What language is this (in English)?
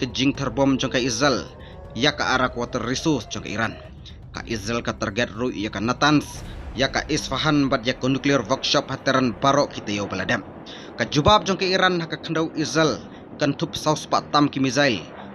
Khasi